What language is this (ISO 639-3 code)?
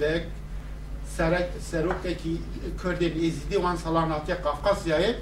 kur